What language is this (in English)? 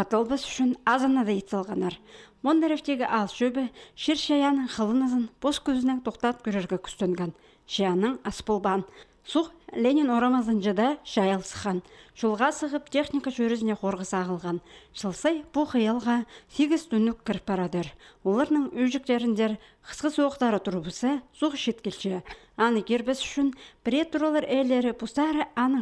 Khakas